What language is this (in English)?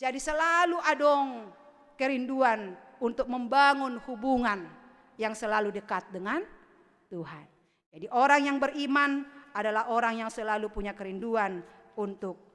Batak Simalungun